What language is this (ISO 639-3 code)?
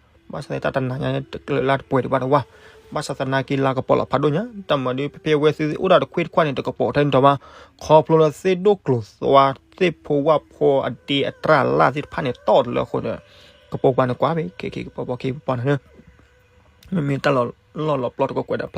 ksw